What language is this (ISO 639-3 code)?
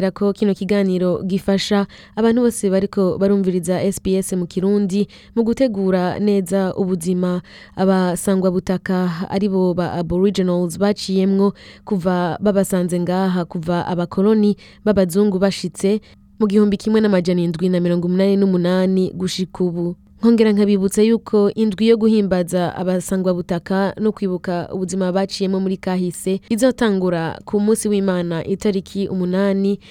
run